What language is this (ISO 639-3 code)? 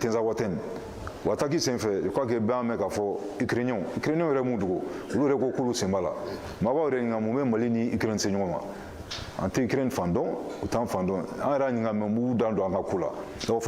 bam